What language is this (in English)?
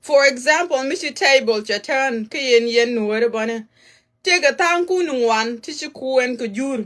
Nuer